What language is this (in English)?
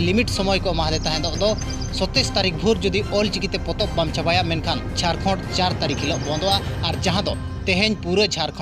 Santali